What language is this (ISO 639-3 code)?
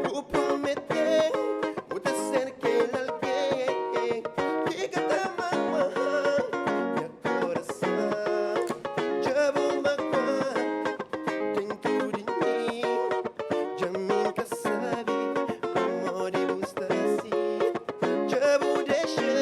kea